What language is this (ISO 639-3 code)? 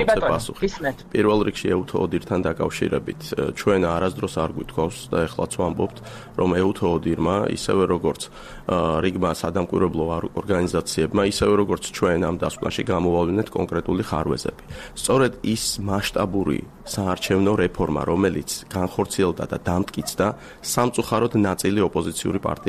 kat